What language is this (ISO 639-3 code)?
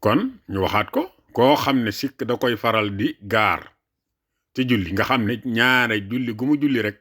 wol